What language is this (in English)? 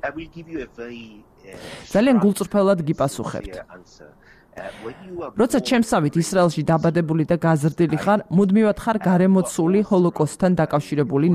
Georgian